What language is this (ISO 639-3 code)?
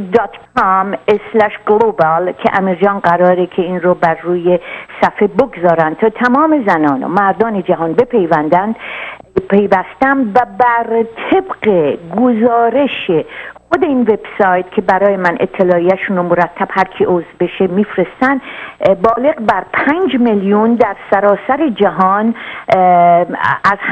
fas